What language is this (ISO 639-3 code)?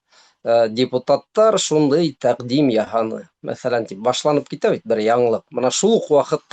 bak